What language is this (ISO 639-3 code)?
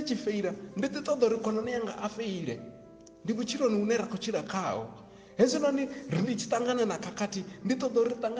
ven